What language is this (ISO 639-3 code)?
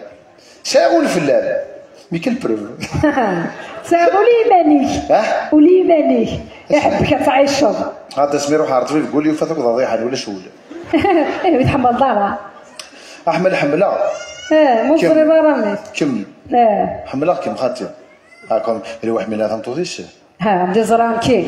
kab